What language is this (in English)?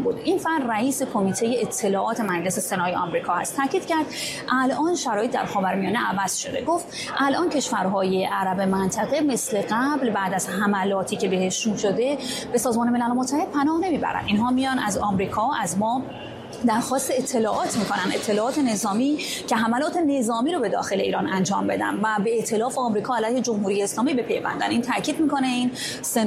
Persian